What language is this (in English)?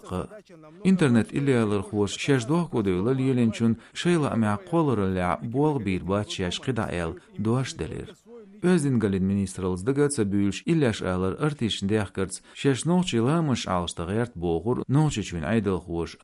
Chechen